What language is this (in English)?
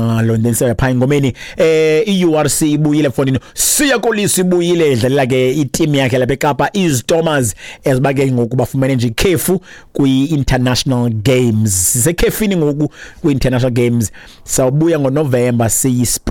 Xhosa